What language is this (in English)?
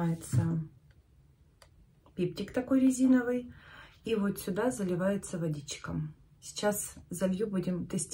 Russian